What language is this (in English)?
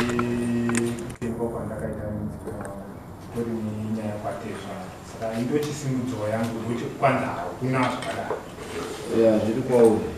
Shona